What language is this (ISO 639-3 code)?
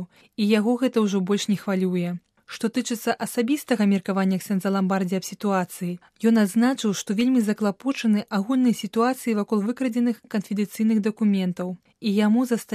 bel